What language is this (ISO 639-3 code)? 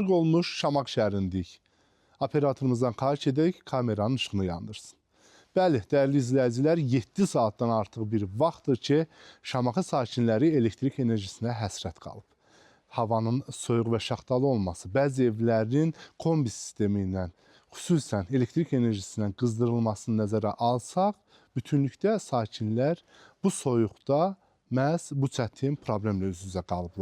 aze